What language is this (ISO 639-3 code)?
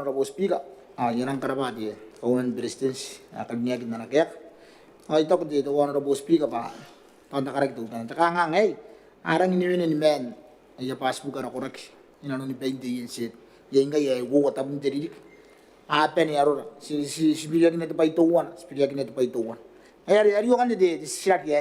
gil